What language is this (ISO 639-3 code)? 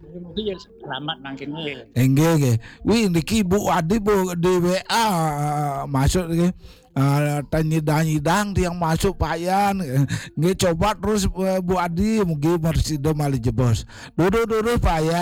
ban